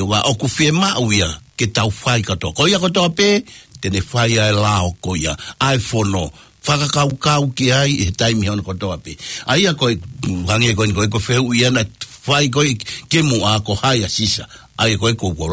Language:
Tongan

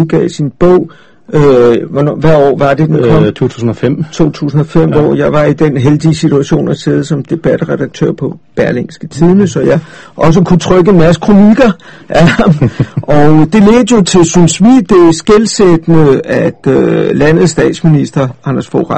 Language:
Danish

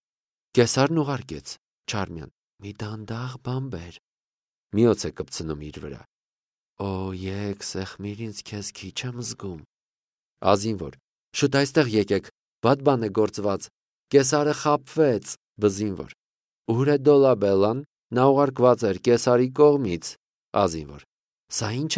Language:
Armenian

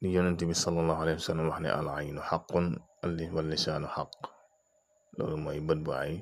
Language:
Wolof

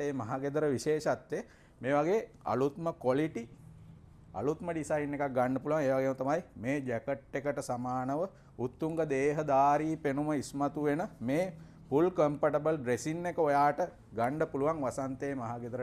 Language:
Sinhala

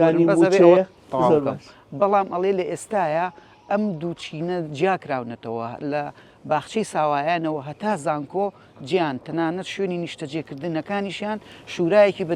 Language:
Central Kurdish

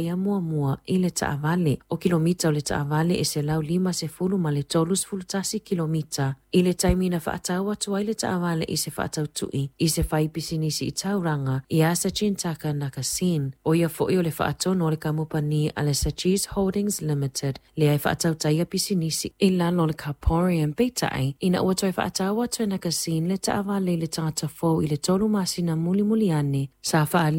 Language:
Samoan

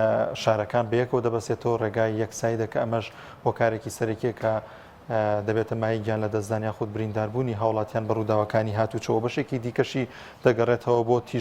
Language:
Central Kurdish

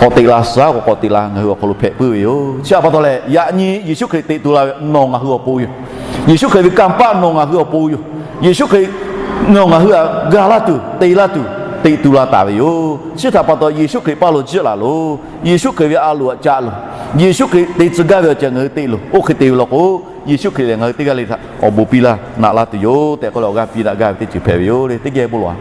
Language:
Lahu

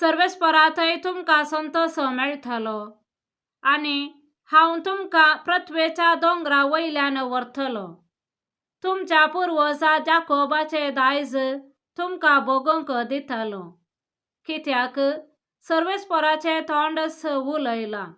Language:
Konkani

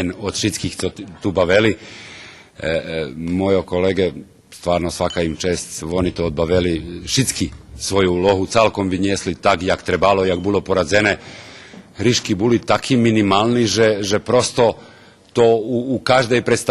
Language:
Rusyn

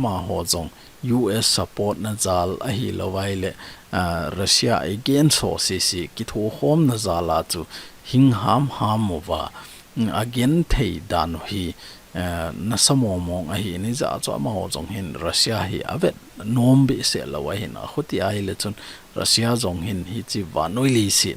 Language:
Thado Chin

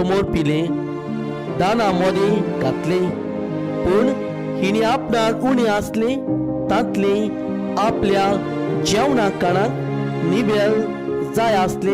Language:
Konkani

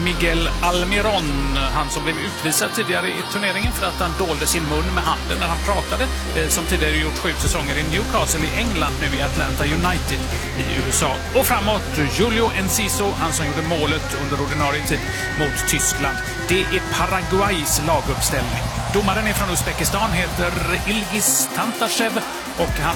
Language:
Swedish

